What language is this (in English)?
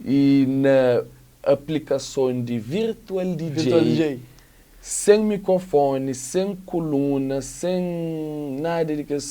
Kabuverdianu